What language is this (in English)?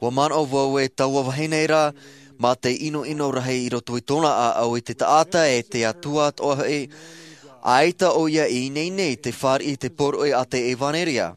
Tahitian